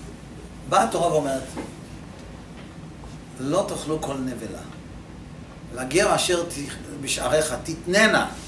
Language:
Hebrew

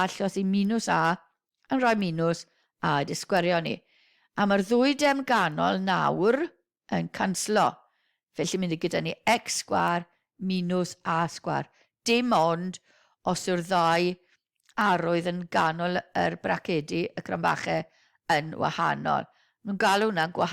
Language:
Welsh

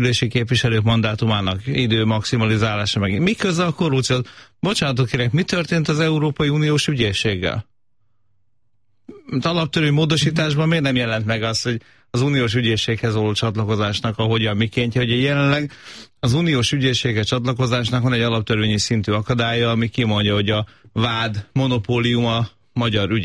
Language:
Hungarian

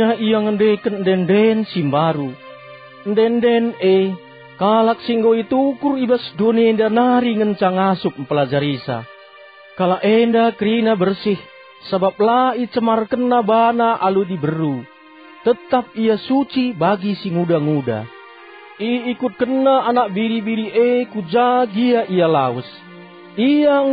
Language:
Batak Karo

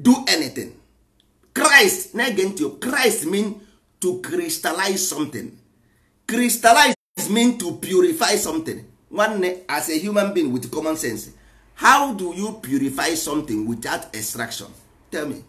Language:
Igbo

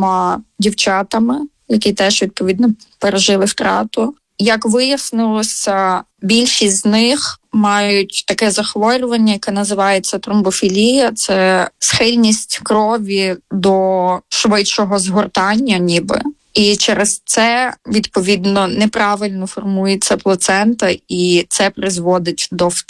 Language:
Ukrainian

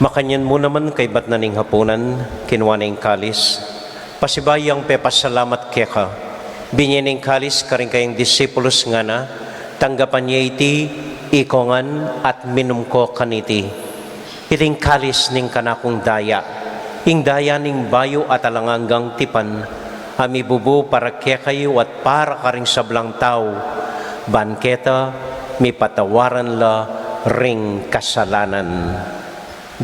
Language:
Pampanga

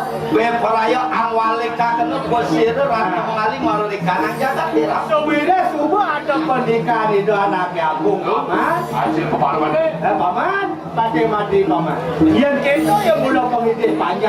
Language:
Balinese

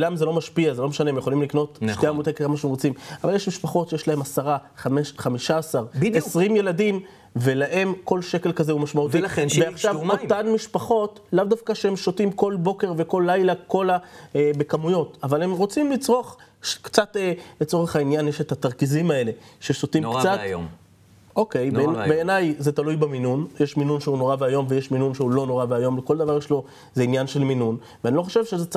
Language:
Hebrew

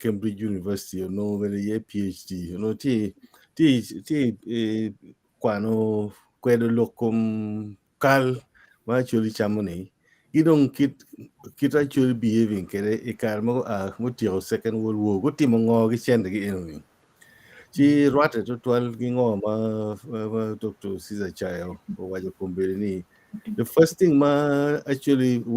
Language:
Acoli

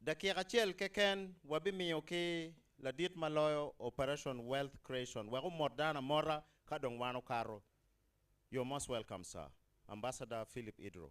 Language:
Acoli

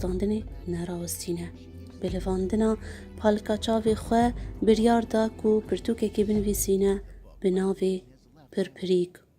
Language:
Kurdish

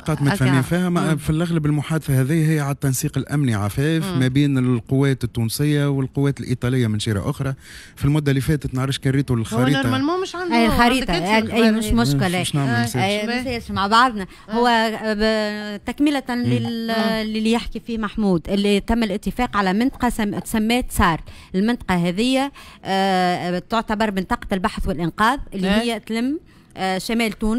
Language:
Tunisian Arabic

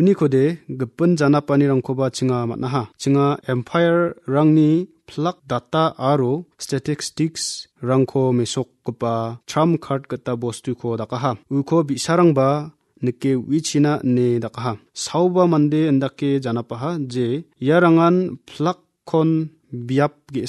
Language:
Garo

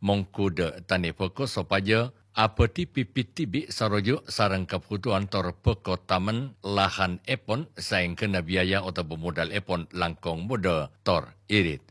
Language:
Madurese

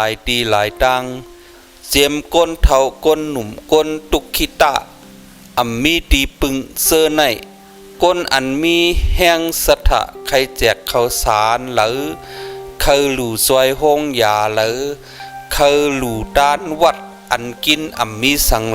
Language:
Shan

